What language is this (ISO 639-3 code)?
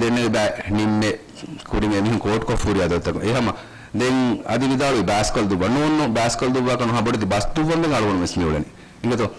div